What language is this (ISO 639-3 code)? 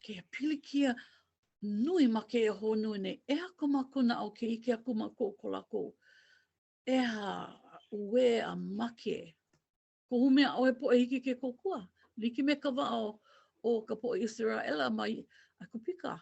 haw